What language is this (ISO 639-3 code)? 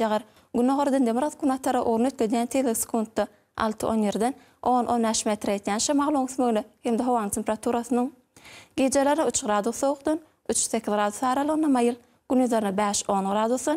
tuk